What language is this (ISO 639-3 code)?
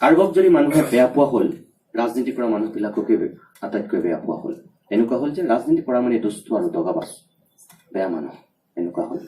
asm